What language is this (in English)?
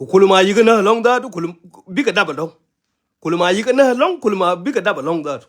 Nuer